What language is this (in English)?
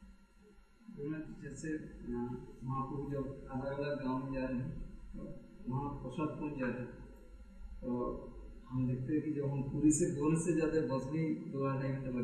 Hindi